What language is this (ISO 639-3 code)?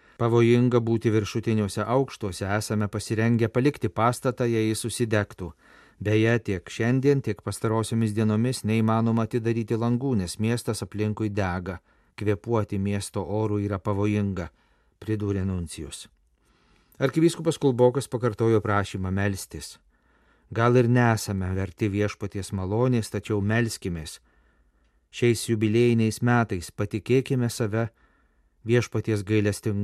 lit